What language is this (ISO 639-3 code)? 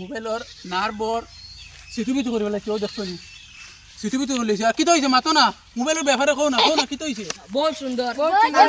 syl